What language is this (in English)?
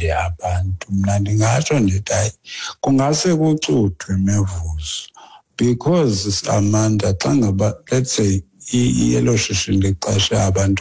Xhosa